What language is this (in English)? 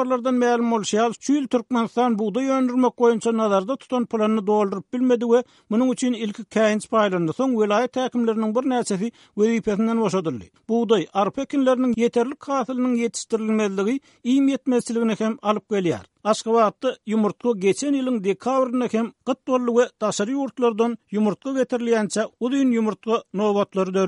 Turkmen